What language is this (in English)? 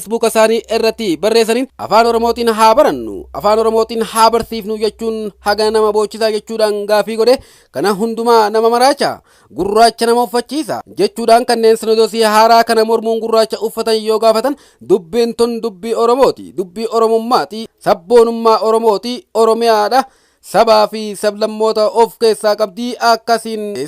Oromo